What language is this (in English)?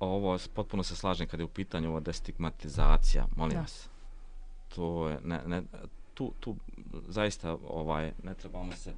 Bosnian